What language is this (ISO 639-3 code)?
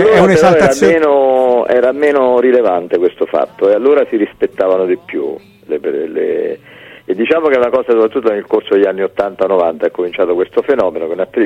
ita